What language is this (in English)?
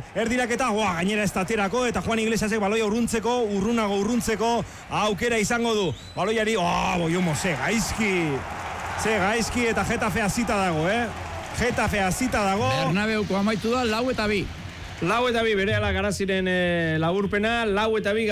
Basque